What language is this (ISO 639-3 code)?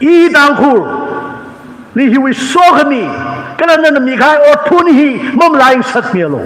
nmf